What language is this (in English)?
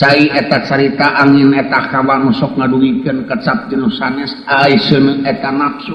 Sundanese